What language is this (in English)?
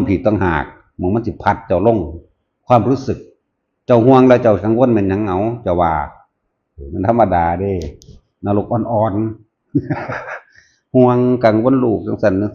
Northeastern Thai